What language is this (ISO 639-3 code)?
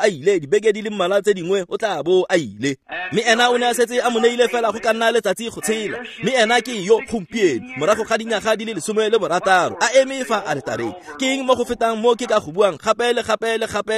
tsn